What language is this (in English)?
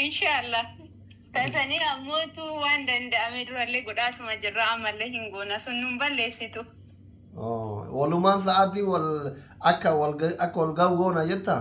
Oromo